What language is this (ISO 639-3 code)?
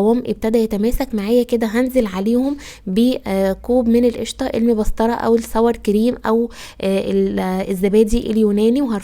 arz